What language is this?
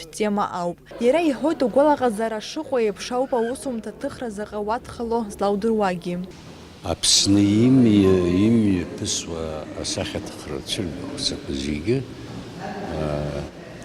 Abkhazian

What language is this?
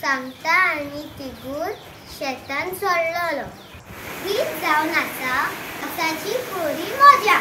Konkani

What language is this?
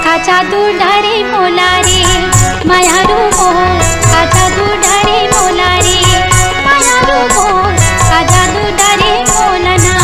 Chhattisgarhi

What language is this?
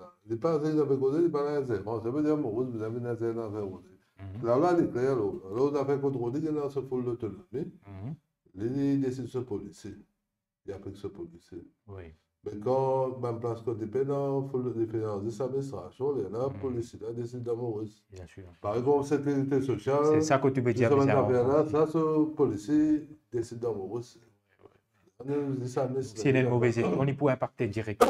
Morisyen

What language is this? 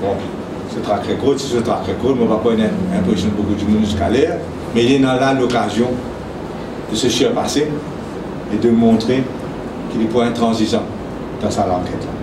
Morisyen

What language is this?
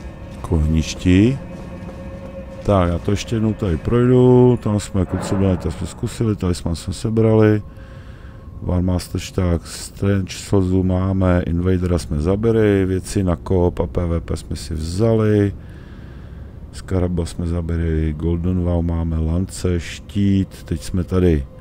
Czech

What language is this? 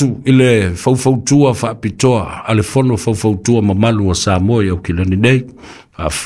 Samoan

